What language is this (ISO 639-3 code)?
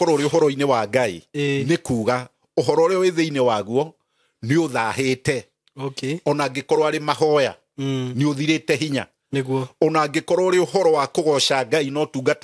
kik